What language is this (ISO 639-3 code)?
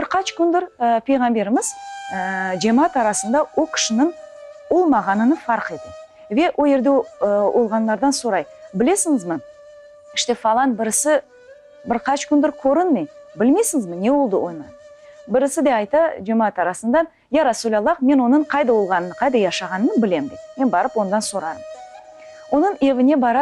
crh